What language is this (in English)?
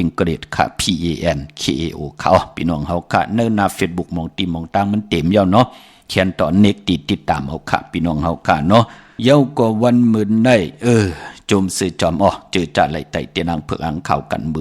Shan